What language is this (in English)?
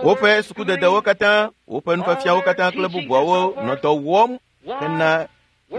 Ewe